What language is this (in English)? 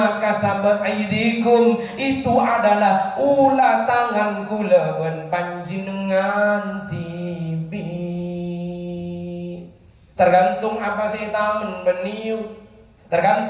Madurese